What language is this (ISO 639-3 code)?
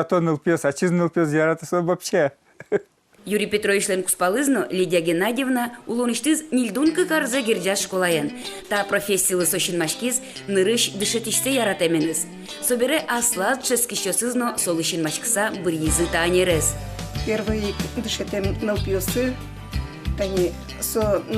udm